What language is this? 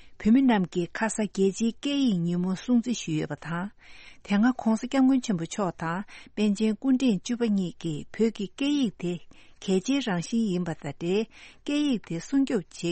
Tibetan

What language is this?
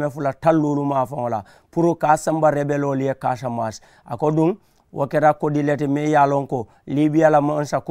Mandingo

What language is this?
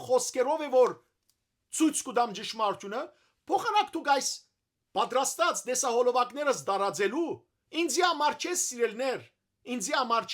Western Armenian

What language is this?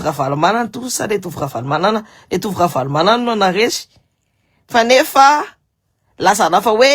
Malagasy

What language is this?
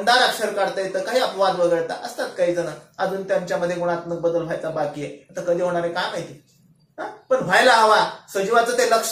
Marathi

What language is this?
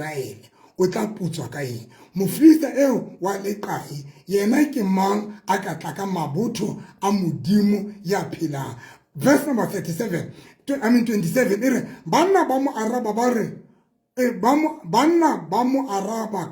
Southern Sotho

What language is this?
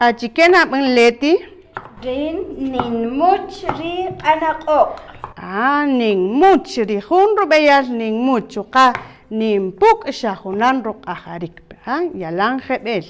Kaqchikel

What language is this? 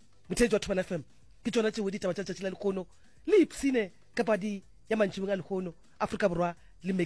Northern Sotho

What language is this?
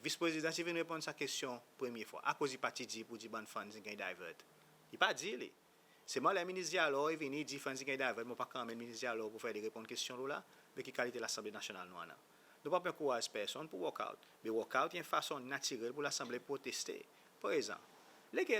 Seselwa Creole French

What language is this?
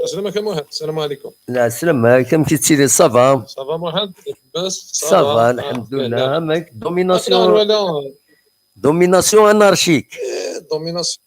Kabyle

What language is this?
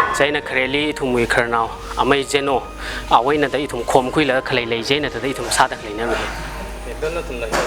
Tangkhul Naga (India)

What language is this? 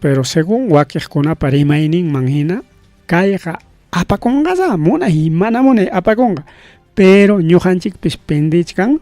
Ayacucho Quechua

